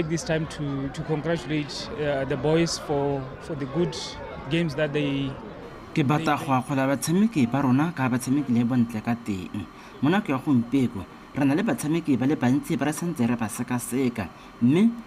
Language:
Tswana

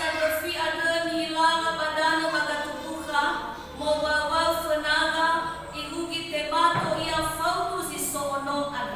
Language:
Nias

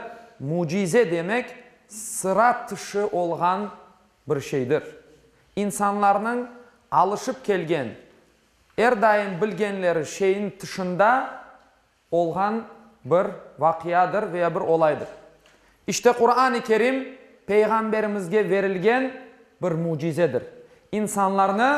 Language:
Crimean Tatar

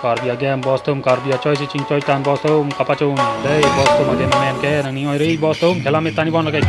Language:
Karbi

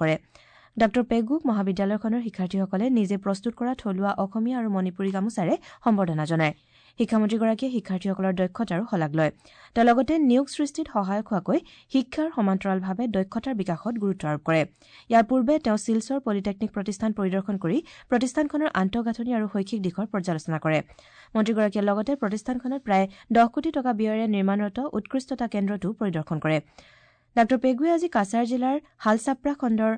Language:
Assamese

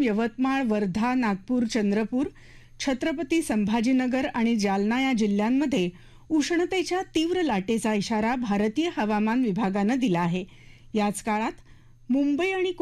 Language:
Marathi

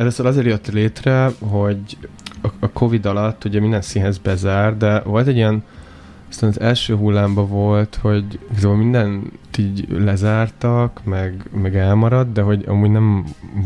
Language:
Hungarian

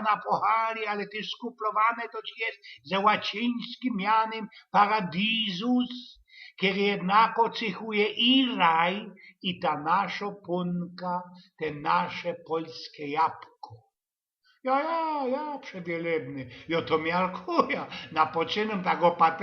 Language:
Silesian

